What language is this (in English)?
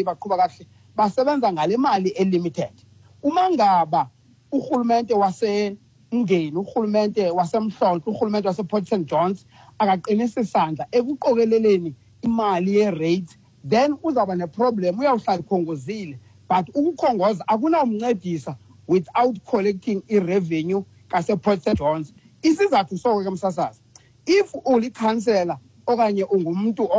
Xhosa